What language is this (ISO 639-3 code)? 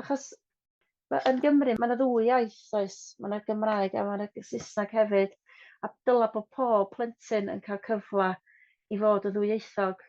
cym